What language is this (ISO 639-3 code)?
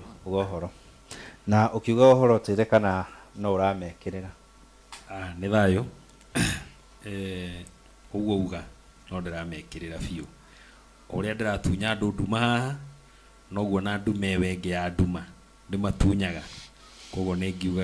kik